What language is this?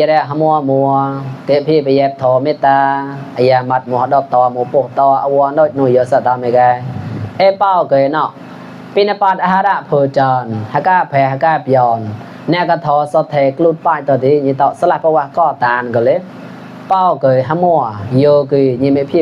Mon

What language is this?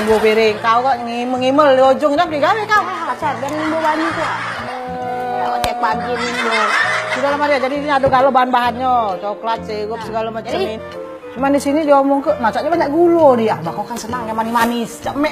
Musi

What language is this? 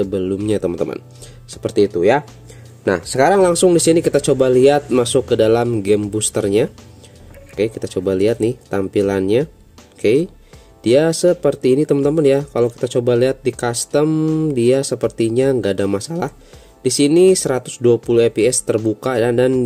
Indonesian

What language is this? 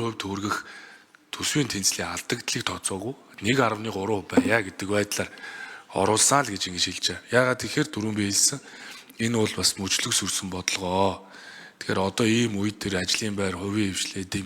Mongolian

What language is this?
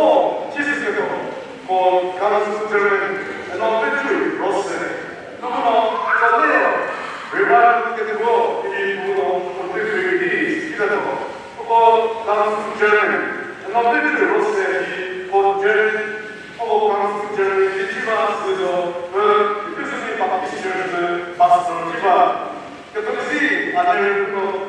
Chokri Naga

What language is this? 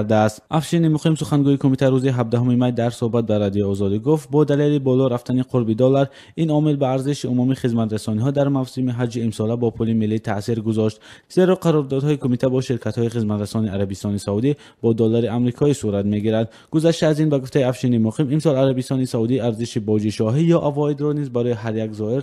Tajik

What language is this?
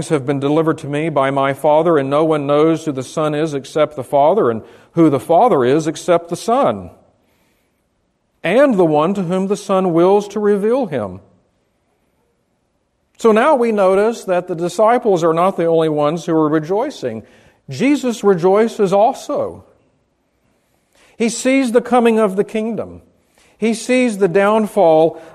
English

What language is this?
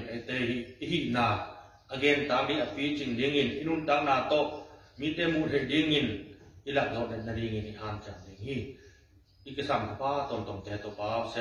Tedim Chin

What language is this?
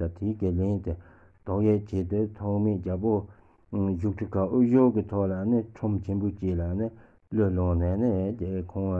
Tibetan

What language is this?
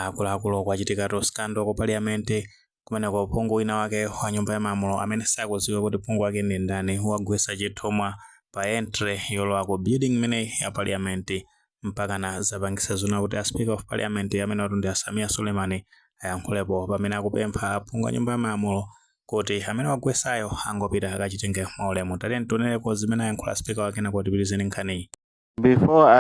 Nyanja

